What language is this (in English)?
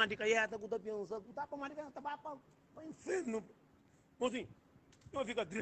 Kabuverdianu